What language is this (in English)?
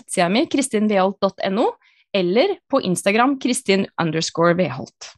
Norwegian